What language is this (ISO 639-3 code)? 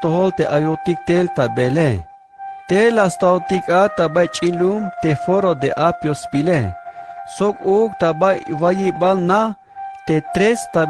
tzh